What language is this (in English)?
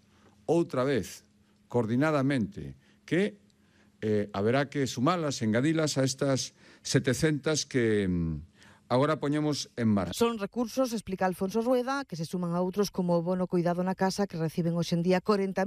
Galician